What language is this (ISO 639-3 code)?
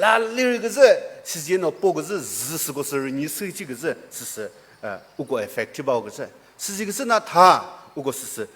nri